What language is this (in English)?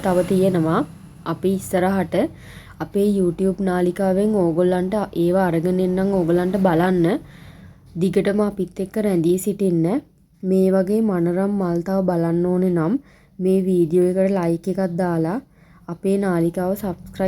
Sinhala